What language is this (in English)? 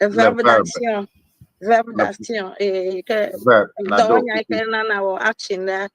Ewe